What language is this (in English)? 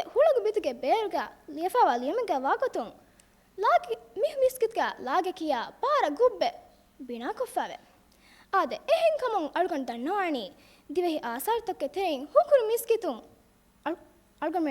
Divehi